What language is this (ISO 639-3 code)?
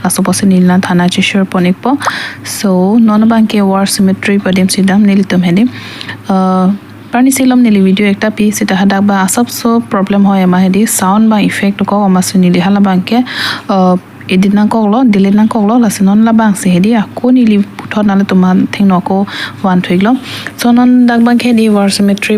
mjw